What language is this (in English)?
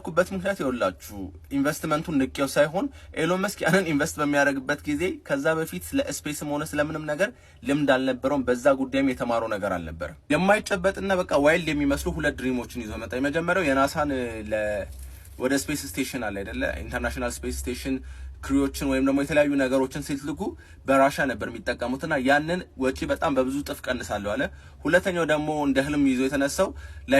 Amharic